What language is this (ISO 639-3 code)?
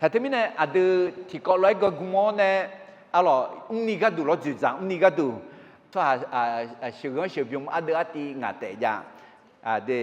ahk